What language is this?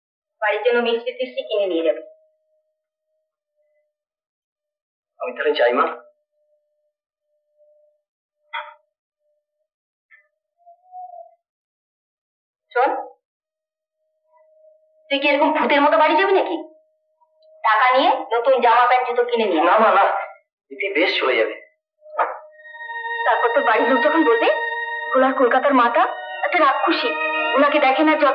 Bangla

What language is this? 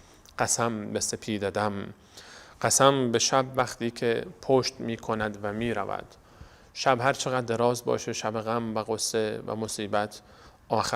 Persian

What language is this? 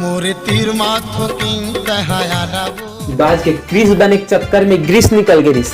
Chhattisgarhi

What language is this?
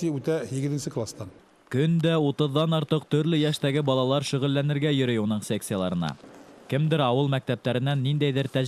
Bashkir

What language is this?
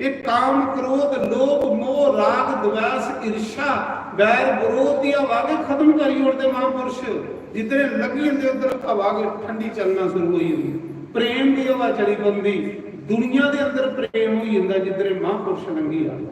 Dogri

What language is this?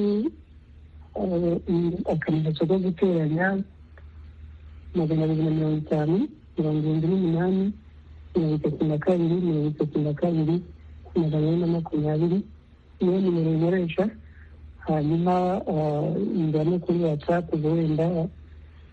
Kinyarwanda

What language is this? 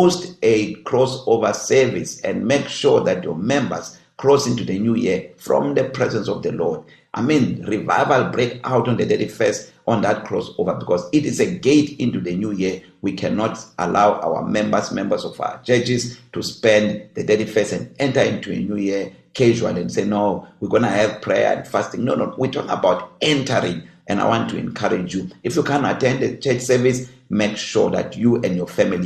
English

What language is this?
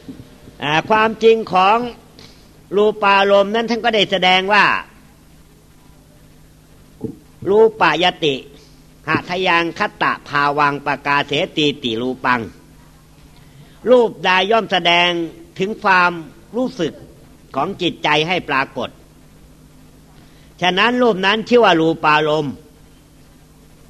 Thai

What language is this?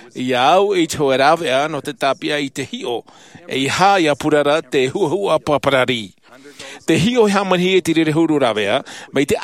Tahitian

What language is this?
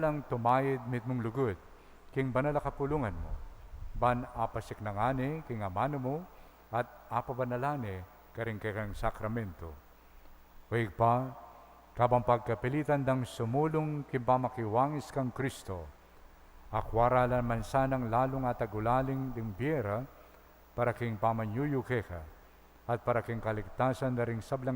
Pampanga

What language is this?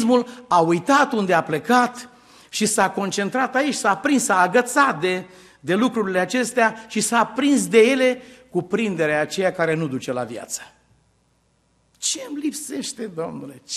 Romanian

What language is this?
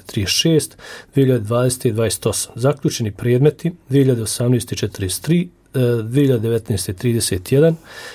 Bosnian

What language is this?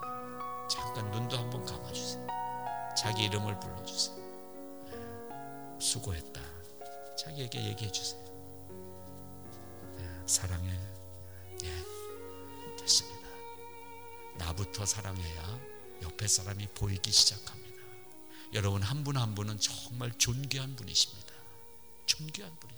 Korean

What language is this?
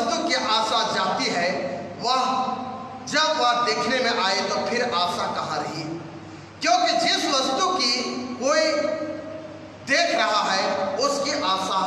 Hindi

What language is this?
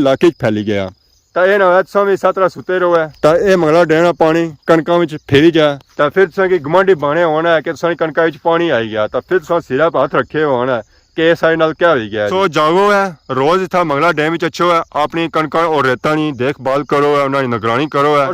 Pahari-Potwari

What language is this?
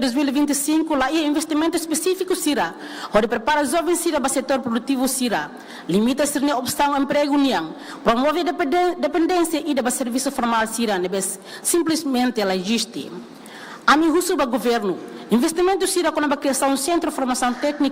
Tetum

